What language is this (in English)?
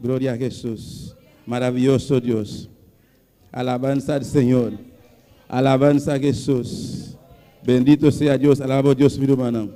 Papiamento